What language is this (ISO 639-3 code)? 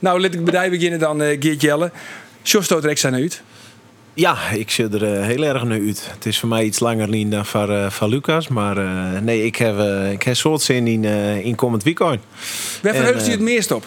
fry